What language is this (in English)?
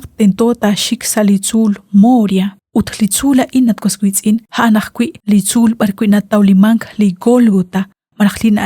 Kekchí